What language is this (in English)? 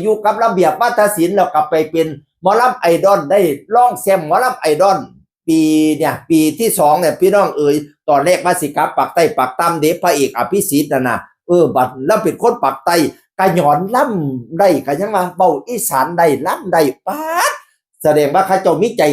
Northeastern Thai